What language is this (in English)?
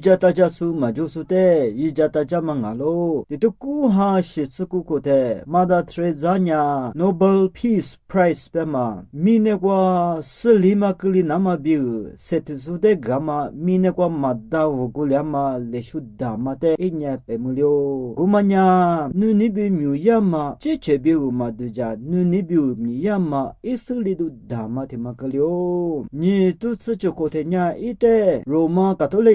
Lisu